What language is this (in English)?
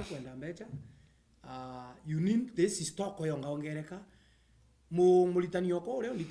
Meru